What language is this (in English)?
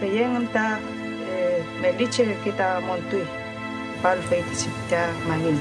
Mapuche